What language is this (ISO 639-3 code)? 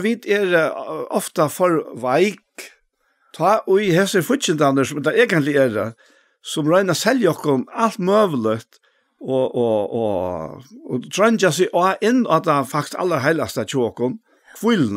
fao